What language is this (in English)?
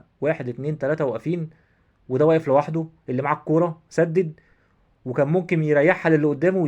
Egyptian Arabic